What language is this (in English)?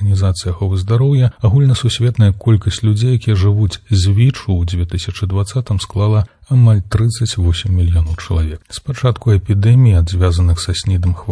Belarusian